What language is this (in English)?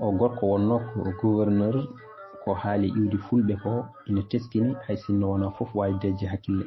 Fula